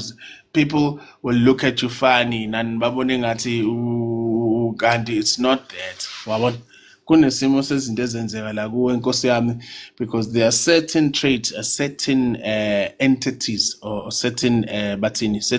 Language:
Zulu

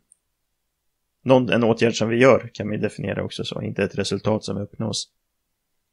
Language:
Swedish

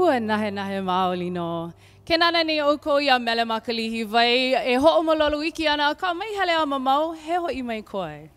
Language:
Hawaiian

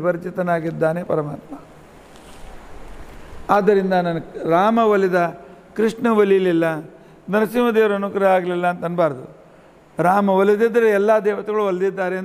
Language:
Kannada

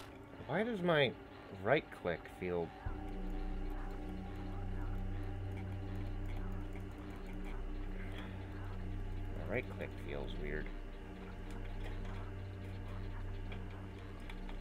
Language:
English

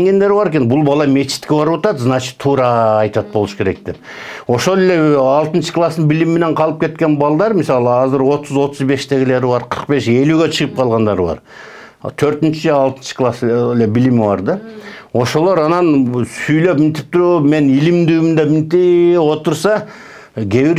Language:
Kyrgyz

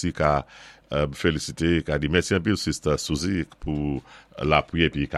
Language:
Saint Lucian Creole French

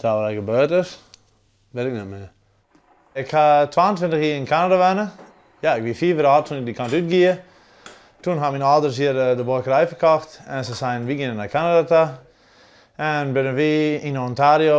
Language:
Western Frisian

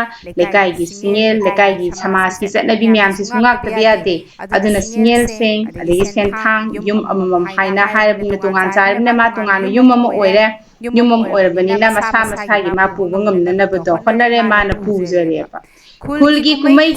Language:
Manipuri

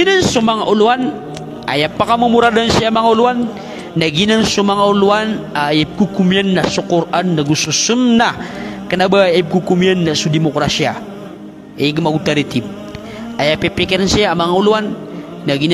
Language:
Maranao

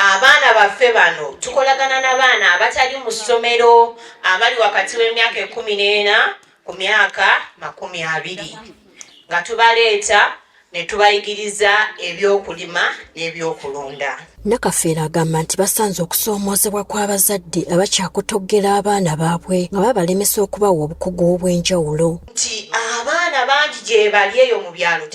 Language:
Ganda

